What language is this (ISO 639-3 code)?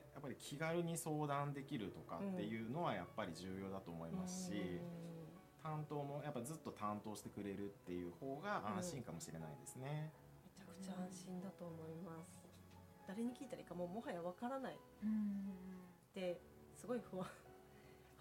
jpn